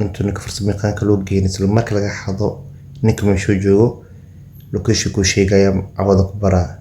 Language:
Somali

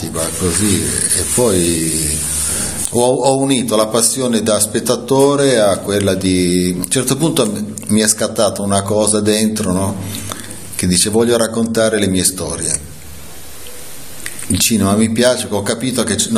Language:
Italian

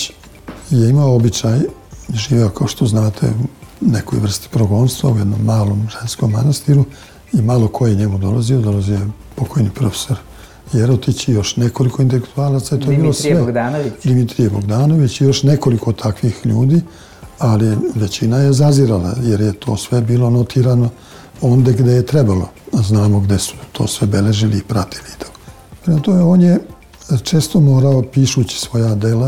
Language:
Serbian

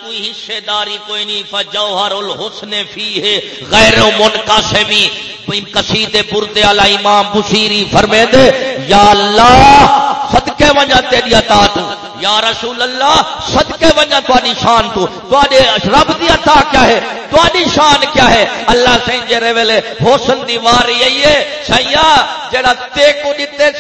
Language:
Saraiki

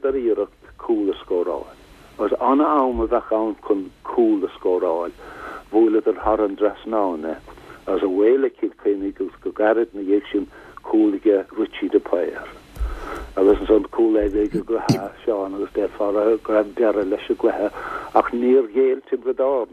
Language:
Irish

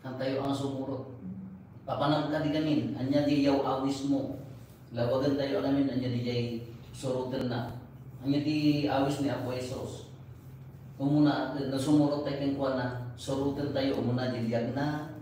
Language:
Iloko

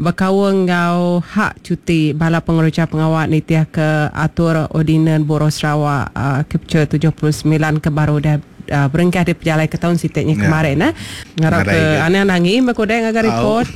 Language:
Iban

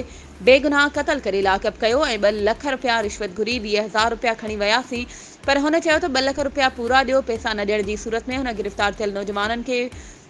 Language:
Sindhi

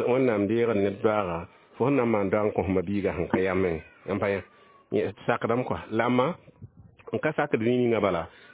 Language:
Mossi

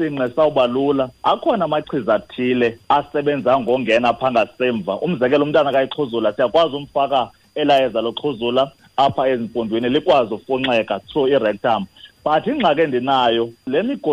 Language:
Xhosa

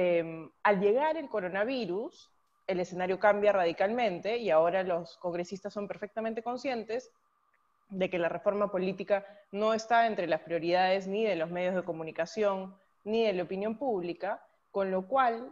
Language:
Spanish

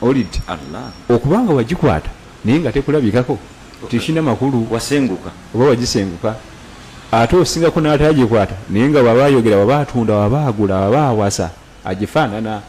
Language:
Ganda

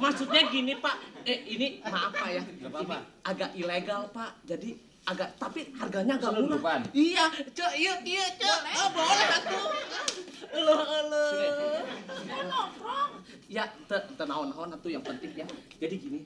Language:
Betawi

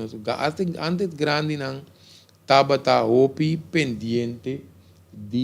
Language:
Papiamento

